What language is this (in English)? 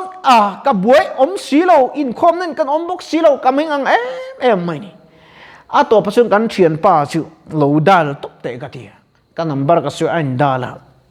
Mizo